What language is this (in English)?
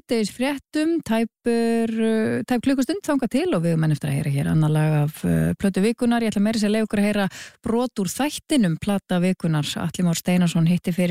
Icelandic